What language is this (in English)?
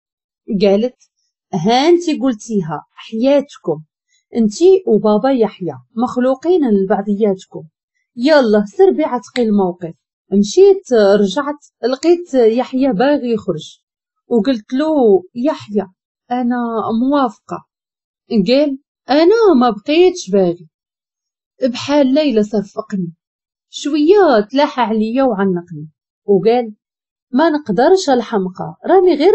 Moroccan Arabic